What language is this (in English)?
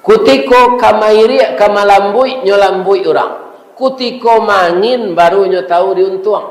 Minangkabau